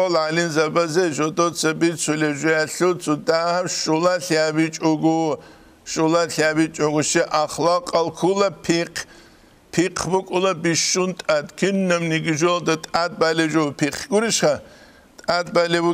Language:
Avaric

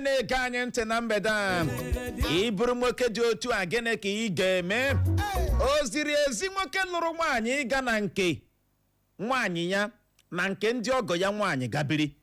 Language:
Igbo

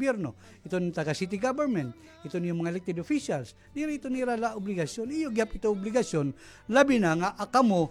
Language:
Waray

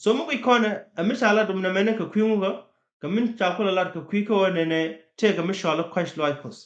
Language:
Nuer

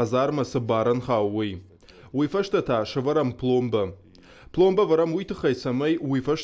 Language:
Ossetic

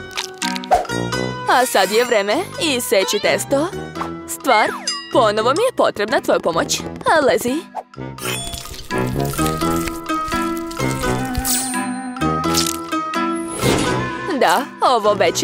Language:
Serbian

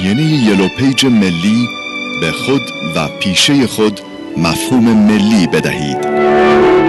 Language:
Persian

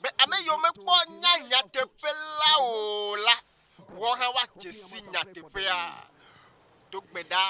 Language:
Ewe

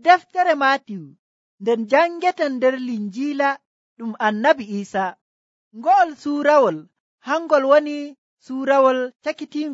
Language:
Nigerian Fulfulde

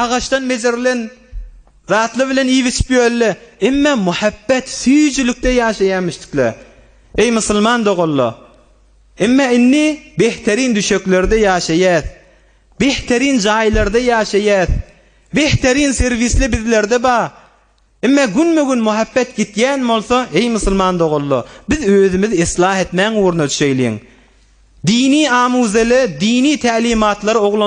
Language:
Turkmen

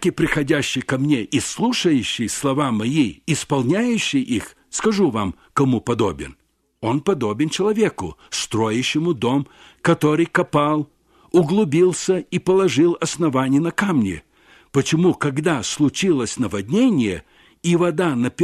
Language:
Russian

